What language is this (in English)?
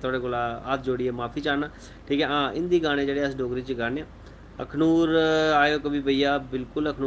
Dogri